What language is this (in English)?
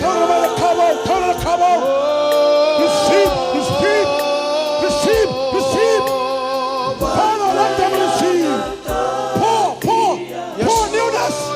Fijian